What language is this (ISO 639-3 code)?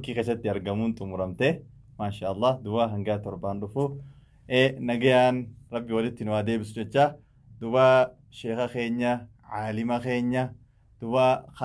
orm